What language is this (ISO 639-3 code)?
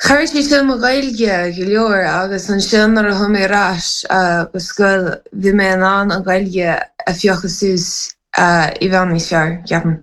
gle